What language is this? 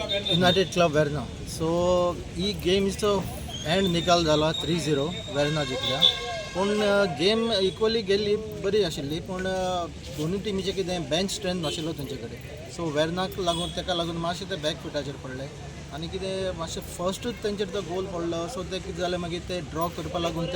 Konkani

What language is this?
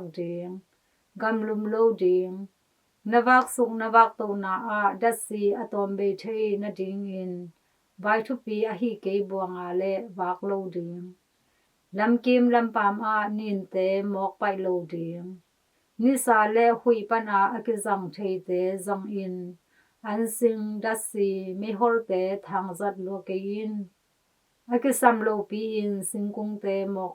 Tedim Chin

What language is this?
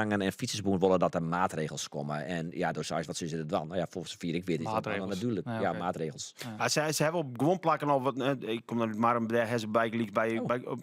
Western Frisian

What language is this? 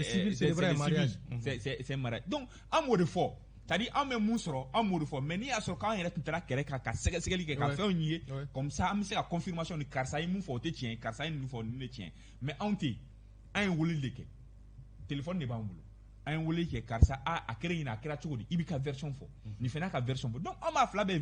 Bambara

